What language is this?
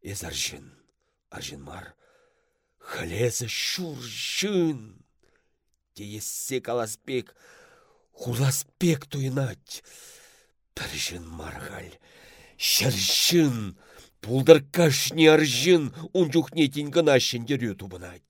Chuvash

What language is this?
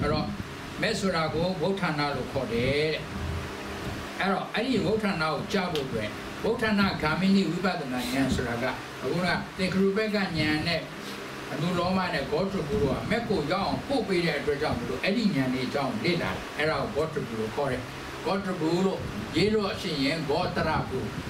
Burmese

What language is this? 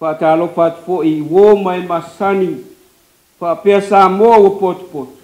Samoan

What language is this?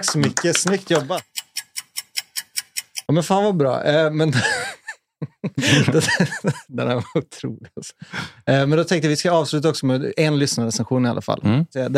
Swedish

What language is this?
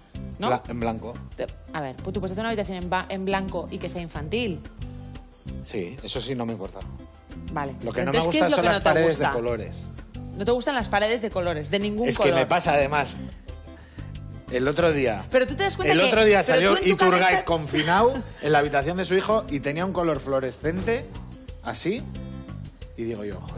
Spanish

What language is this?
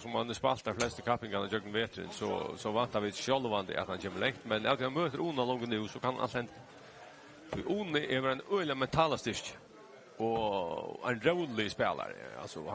Faroese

